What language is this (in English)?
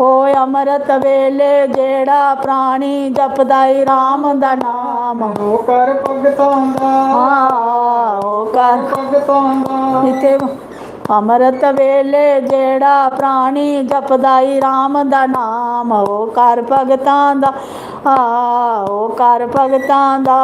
Dogri